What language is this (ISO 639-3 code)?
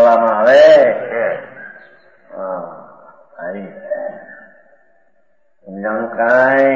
guj